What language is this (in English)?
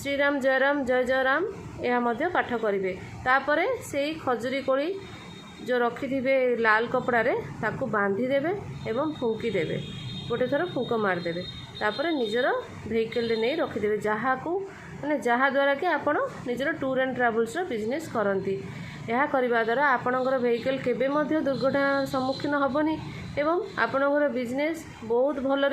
Odia